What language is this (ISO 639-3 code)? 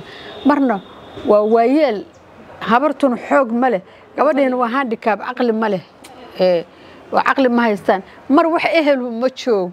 som